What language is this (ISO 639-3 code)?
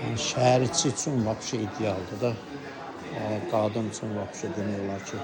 aze